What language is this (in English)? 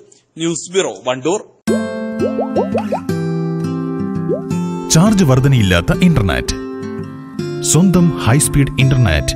Malayalam